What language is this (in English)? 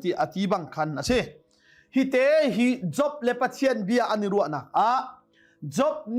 Hakha Chin